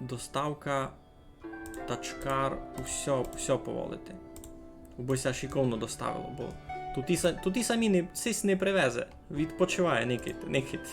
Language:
Rusyn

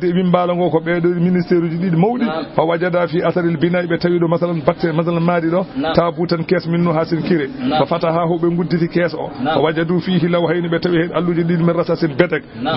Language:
Fula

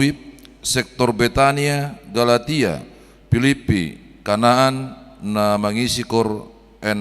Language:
Batak Toba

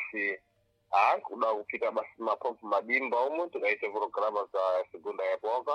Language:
Sena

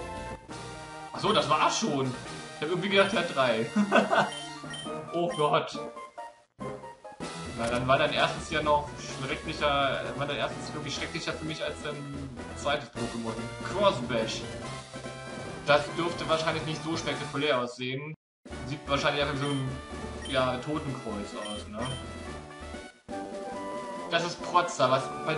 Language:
German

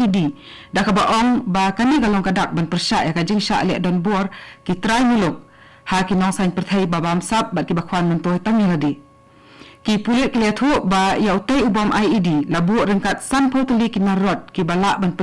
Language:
Khasi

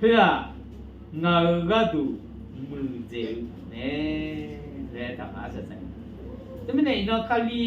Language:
Akha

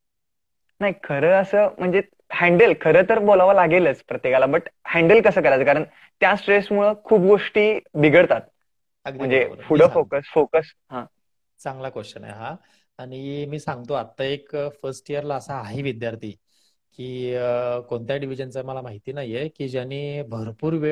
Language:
Marathi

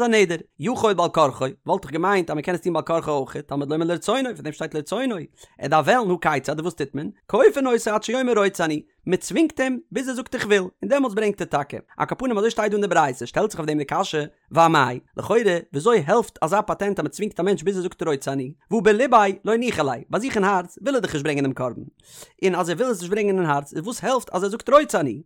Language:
Yiddish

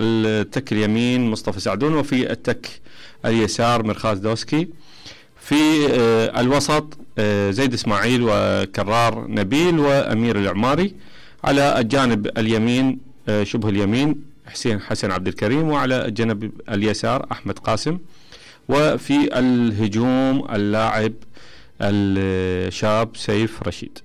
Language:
Mesopotamian Arabic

